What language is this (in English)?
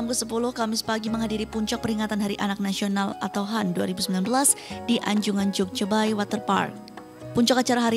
Indonesian